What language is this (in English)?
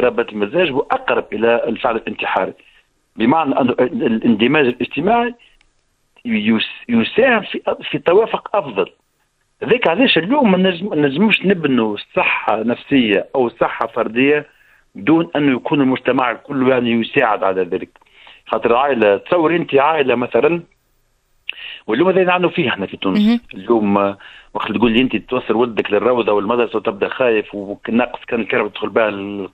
Tunisian Arabic